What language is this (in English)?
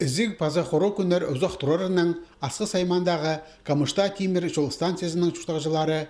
Khakas